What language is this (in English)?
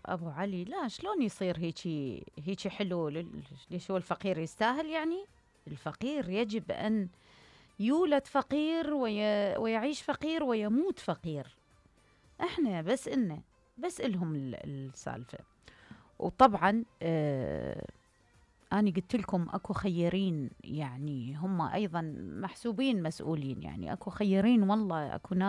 Mesopotamian Arabic